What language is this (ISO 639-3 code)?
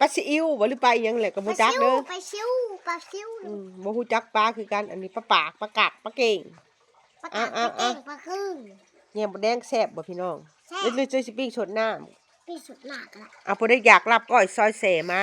lao